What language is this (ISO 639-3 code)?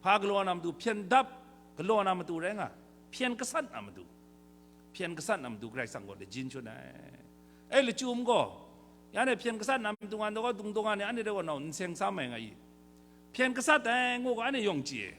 kac